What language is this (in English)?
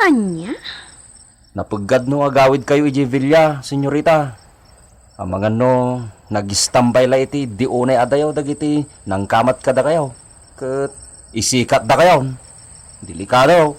Iloko